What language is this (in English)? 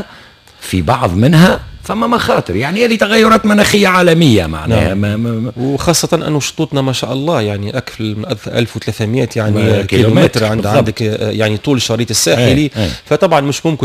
Tunisian Arabic